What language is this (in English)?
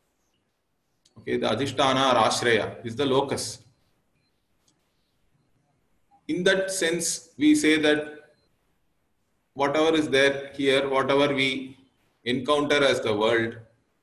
English